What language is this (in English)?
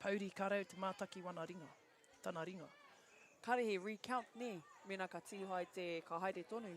Māori